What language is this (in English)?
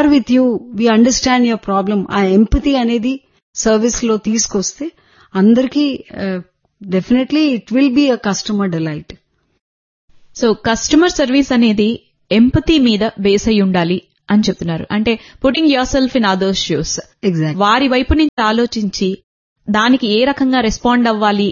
Telugu